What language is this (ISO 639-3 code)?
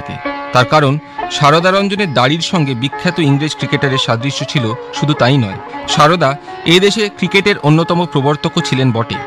ben